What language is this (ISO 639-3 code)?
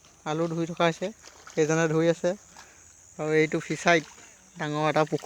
asm